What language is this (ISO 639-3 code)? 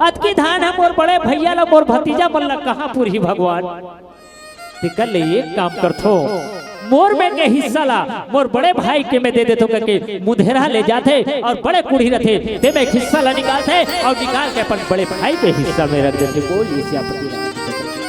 hne